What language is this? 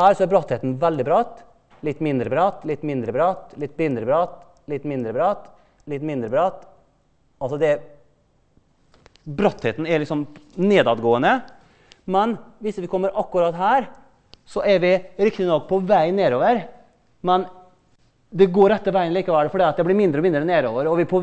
Norwegian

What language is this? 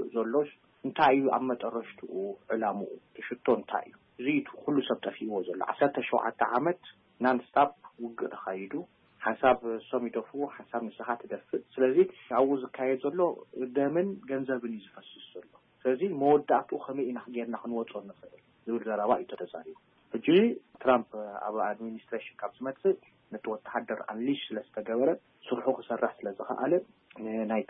Tigrinya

